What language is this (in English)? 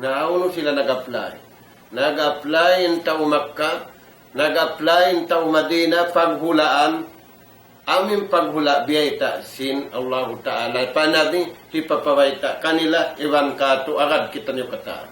Tausug